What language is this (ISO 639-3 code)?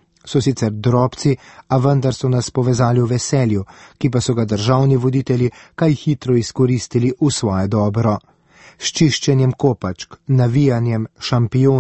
slv